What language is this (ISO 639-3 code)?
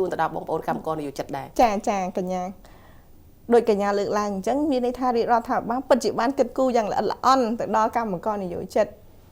khm